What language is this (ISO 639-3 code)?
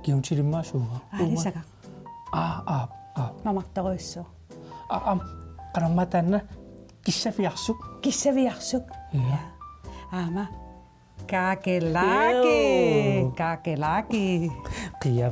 kal